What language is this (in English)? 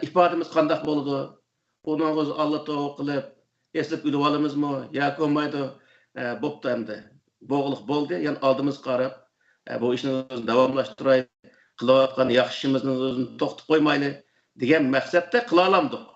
Uyghur